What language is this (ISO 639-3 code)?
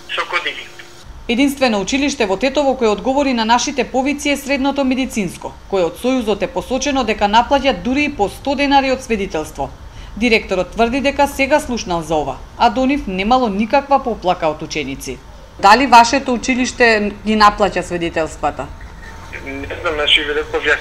mkd